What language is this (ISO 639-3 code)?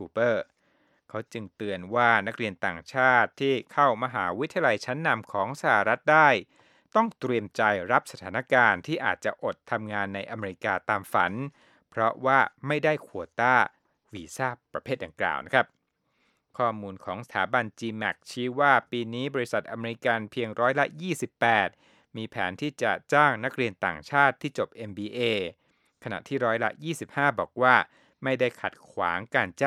tha